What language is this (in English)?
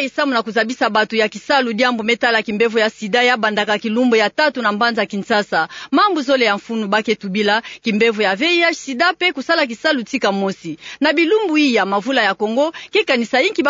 Kituba (Democratic Republic of Congo)